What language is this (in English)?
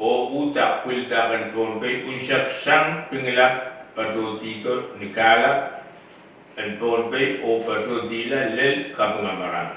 Pohnpeian